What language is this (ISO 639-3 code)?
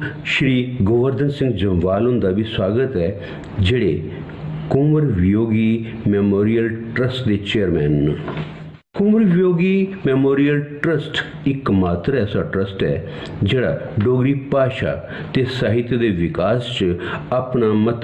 doi